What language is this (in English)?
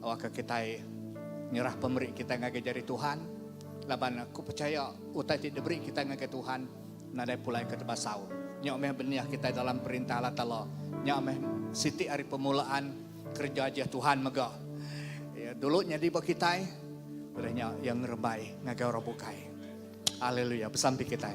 Iban